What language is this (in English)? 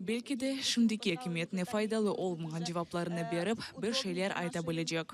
Crimean Tatar